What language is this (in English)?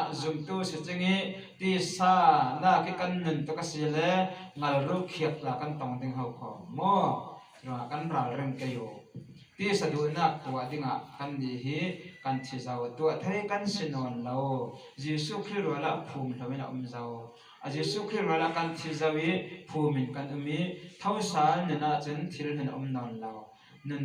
Falam Chin